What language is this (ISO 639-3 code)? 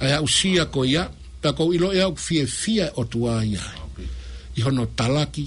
ton